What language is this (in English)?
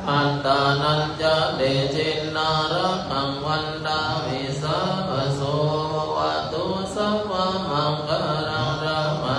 Pali